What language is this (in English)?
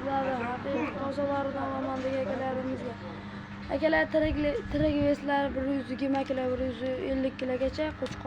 Uzbek